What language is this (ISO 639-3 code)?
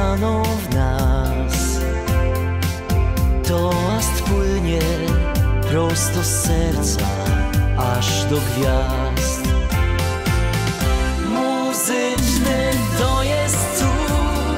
pol